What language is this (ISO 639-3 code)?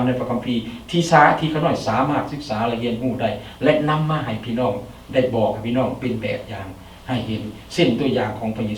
lao